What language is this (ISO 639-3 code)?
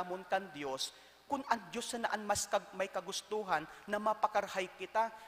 bik